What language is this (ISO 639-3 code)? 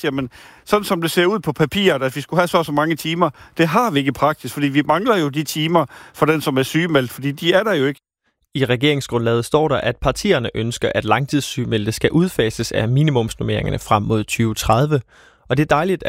dan